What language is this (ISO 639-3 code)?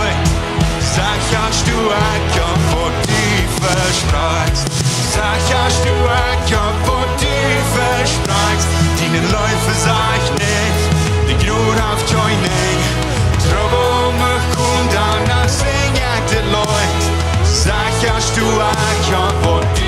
pdt